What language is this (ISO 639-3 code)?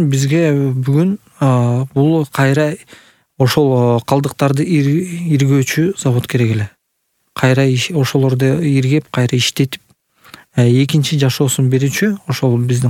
kir